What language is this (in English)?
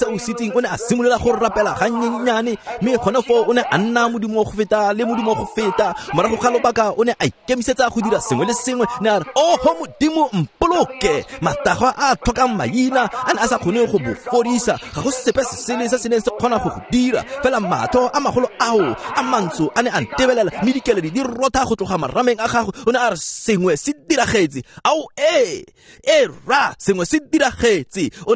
Tswana